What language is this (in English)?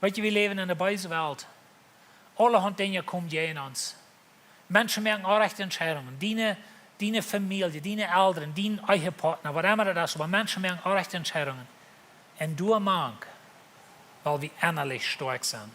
Plautdietsch